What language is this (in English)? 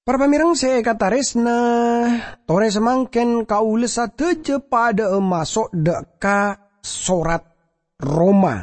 Madurese